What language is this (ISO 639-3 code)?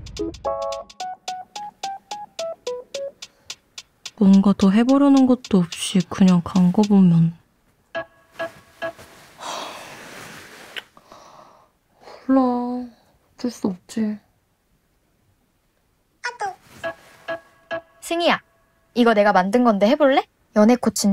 kor